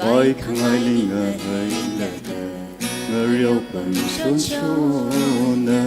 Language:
Tangkhul Naga (India)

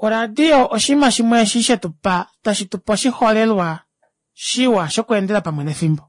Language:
Kuanyama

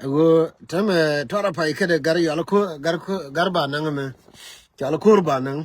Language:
Nuer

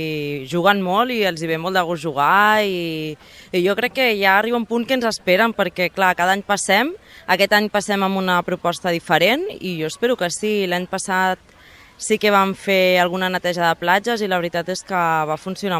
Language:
Catalan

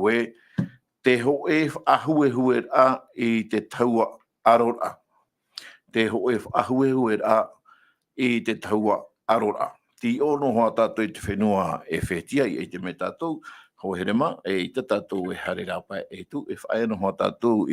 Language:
Tahitian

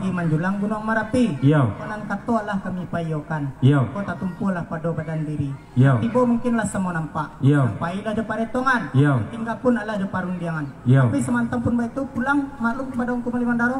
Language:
Minangkabau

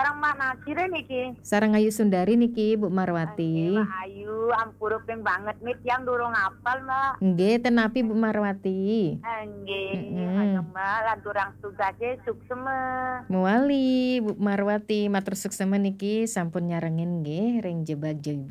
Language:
Balinese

